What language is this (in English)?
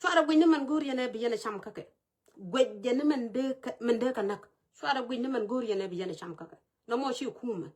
Nuer